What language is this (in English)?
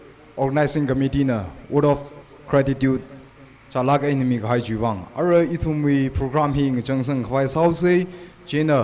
Tangkhul Naga (India)